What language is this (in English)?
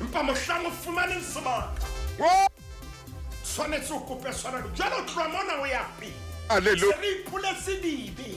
Southern Sotho